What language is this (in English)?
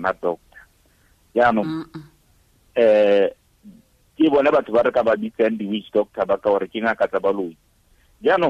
Tswana